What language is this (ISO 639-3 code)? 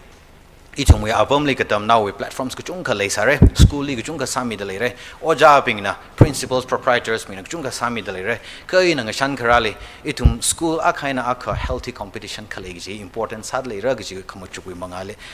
nmf